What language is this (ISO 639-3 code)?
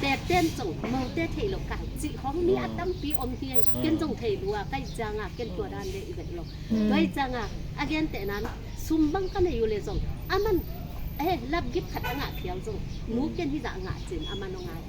ctd